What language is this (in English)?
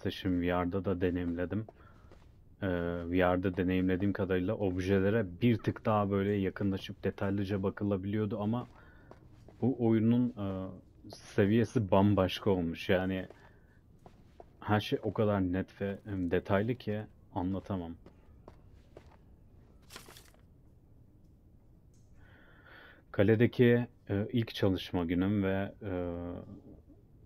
Turkish